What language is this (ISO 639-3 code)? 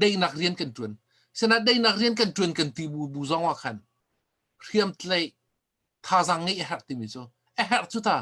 cnh